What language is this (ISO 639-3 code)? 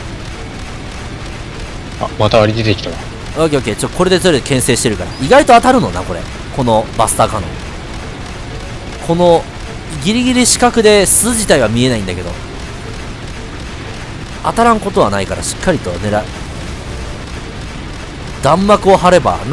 jpn